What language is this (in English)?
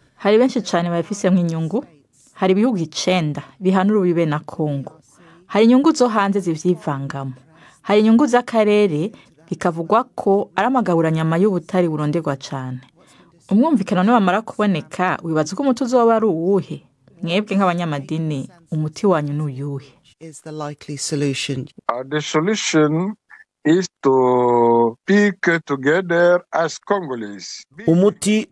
Rundi